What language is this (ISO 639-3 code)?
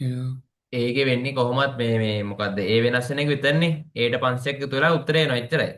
sin